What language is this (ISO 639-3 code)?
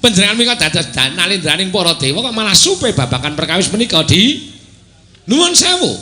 jav